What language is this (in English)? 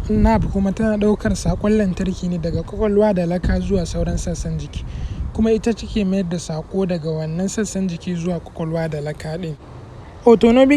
Hausa